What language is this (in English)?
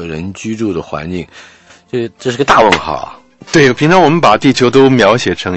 Chinese